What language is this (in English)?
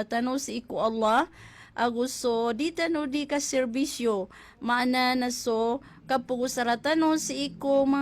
Maranao